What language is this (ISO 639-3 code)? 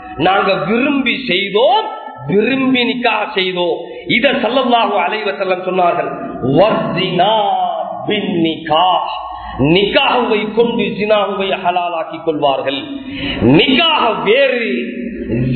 tam